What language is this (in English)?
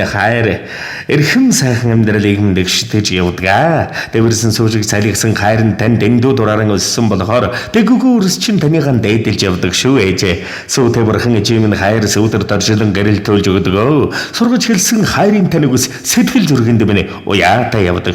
Mongolian